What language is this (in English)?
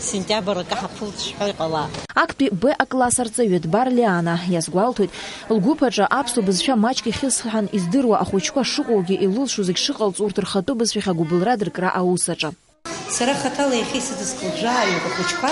Abkhazian